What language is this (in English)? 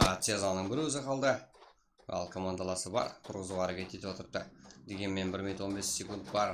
Kara-Kalpak